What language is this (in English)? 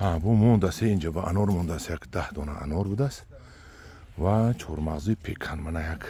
Tajik